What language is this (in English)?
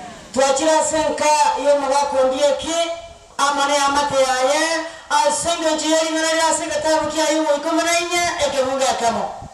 Gusii